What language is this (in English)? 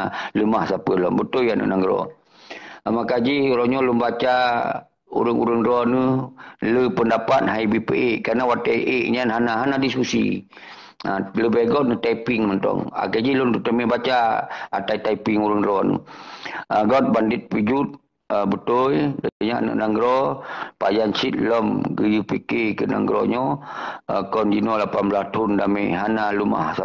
Achinese